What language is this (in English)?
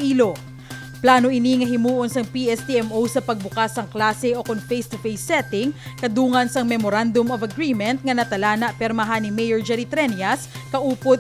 Hiligaynon